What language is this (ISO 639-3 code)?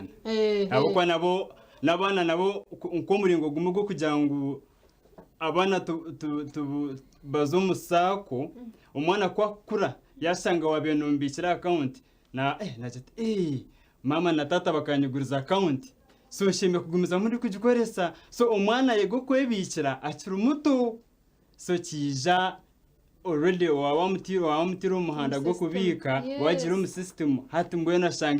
nyn